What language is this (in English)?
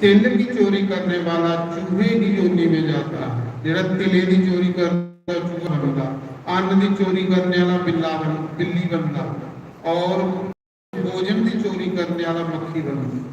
Dogri